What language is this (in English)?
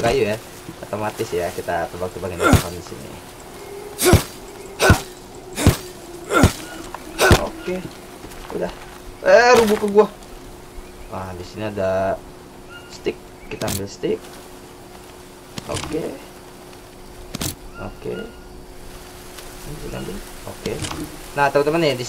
Indonesian